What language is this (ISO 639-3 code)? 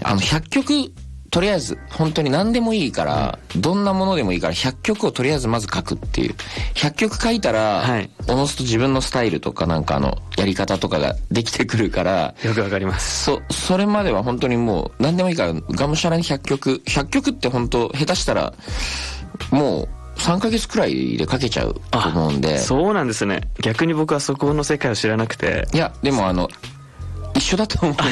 jpn